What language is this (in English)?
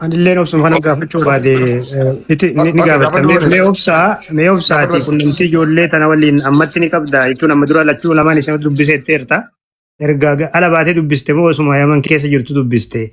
Oromo